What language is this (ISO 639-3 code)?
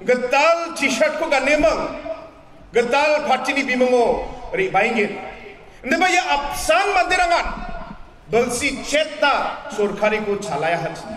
grt